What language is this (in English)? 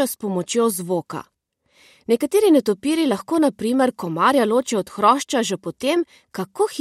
Slovenian